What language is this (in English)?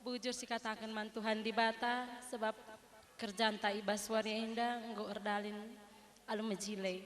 Batak Karo